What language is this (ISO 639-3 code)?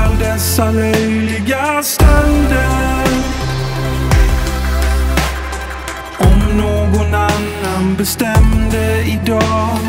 swe